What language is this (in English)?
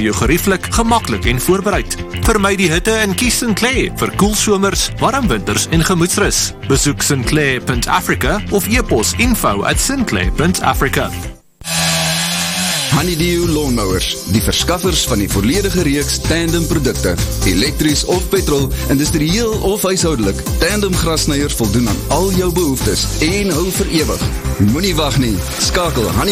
Afrikaans